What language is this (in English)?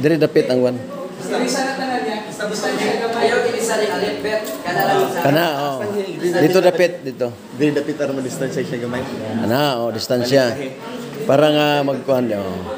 Cebuano